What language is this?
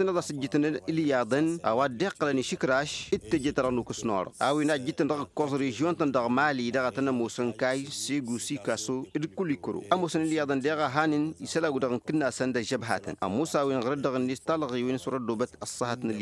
Tamasheq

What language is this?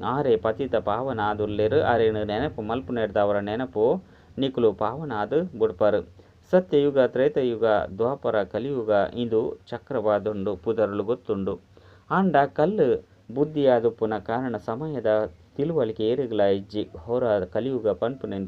Tulu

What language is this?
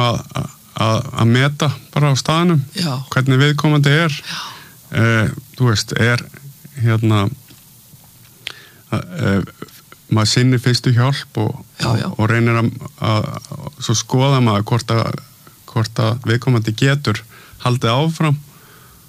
Icelandic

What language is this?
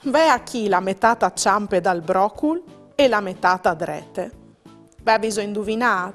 Friulian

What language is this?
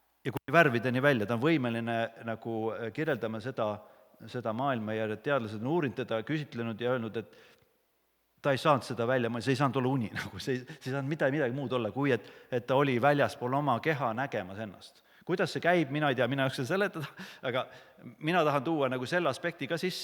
Estonian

